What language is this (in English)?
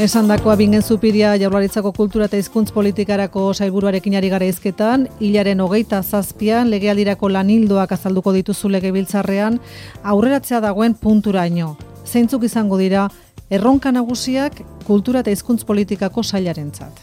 Basque